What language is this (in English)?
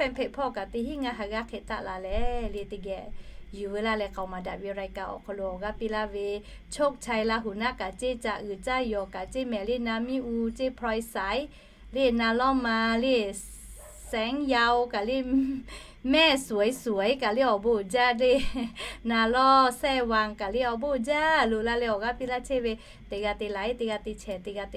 Lahu